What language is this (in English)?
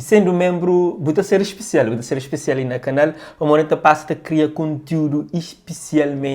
Kabuverdianu